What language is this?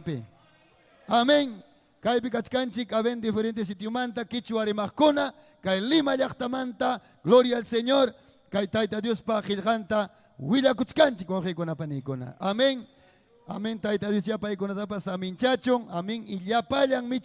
Ayacucho Quechua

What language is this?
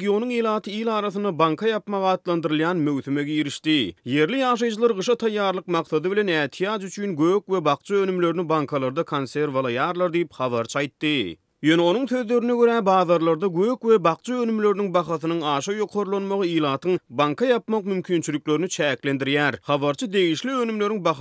Turkmen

